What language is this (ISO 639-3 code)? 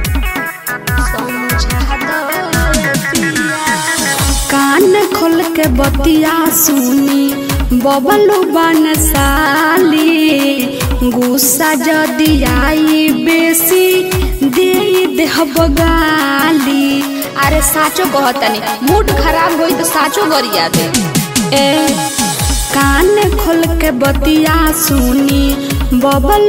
bho